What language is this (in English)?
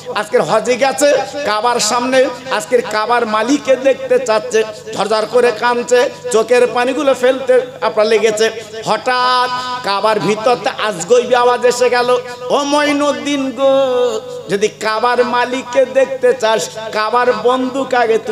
Bangla